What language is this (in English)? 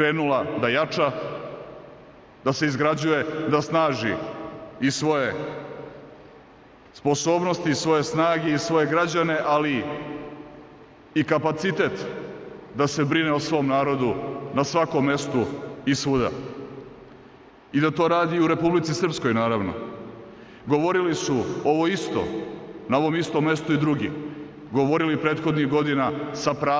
Serbian